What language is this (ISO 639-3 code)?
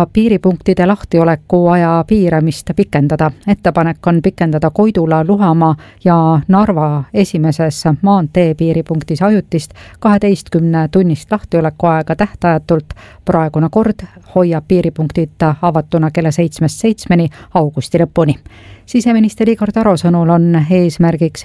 est